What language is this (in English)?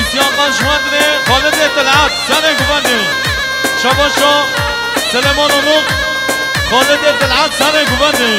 Kurdish